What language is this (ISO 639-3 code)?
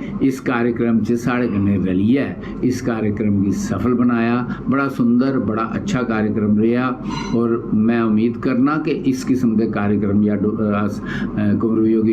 doi